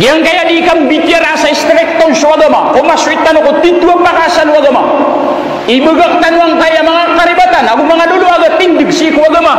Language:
Maranao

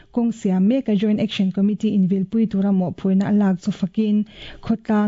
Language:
Mizo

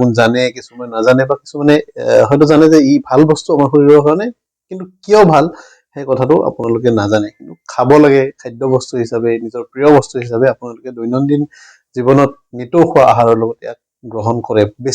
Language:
Assamese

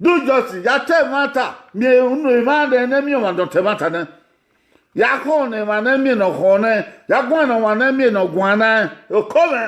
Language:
Bini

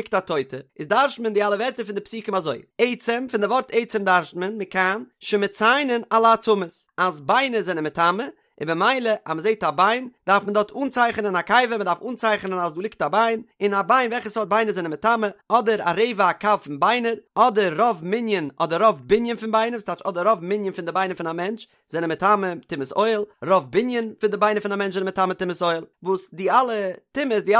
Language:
Yiddish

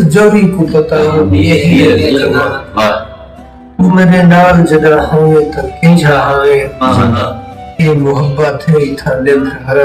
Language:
Saraiki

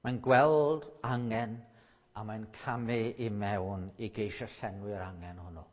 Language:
Welsh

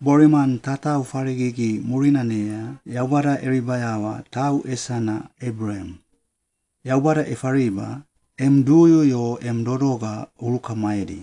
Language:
Suau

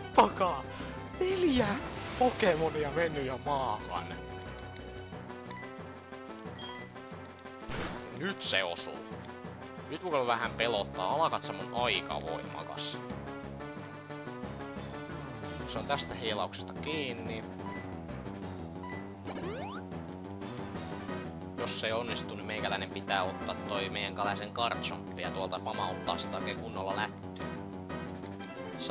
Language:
Finnish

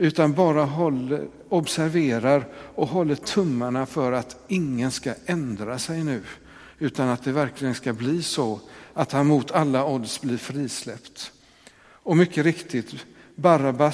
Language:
Swedish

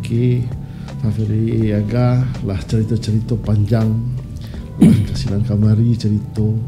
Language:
Minangkabau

